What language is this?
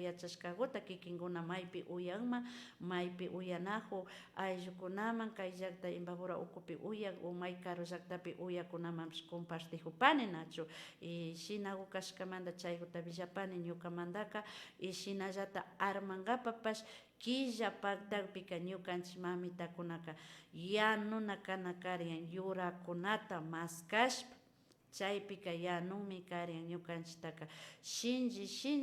Imbabura Highland Quichua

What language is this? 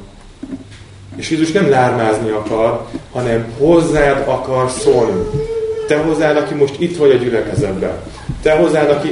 Hungarian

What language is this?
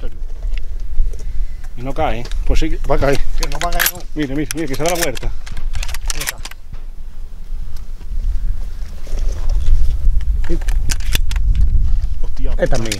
Spanish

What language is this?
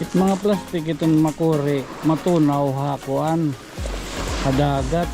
Waray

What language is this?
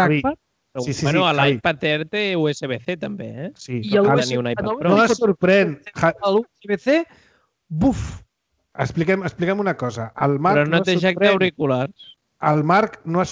Catalan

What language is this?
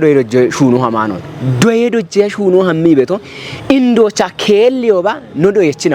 Kafa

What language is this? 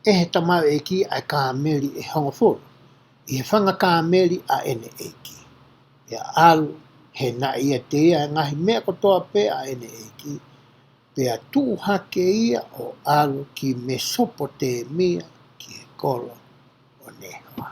Tongan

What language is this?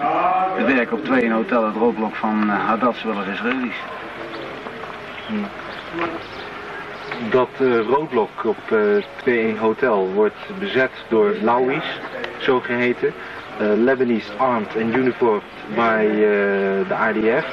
Dutch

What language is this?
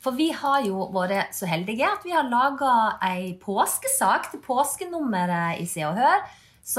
Norwegian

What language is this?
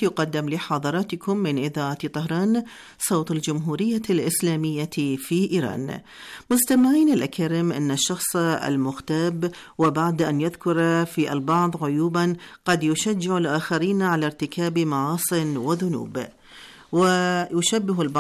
Arabic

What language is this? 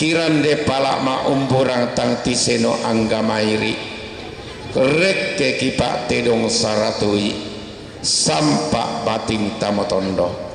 Toraja-Sa'dan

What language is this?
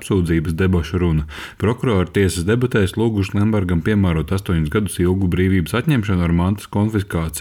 Latvian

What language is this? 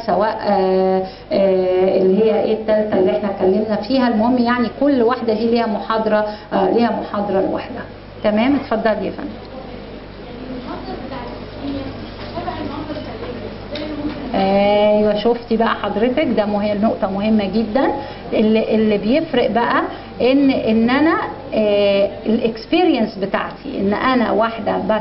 Egyptian Arabic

